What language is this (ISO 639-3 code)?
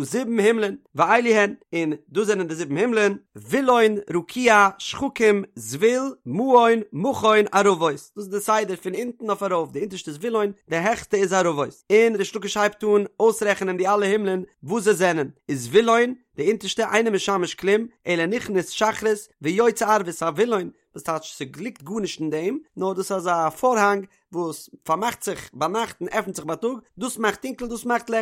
yid